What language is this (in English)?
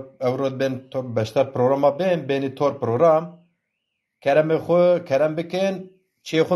Zaza